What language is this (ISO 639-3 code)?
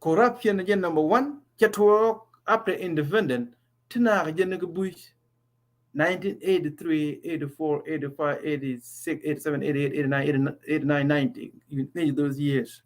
nus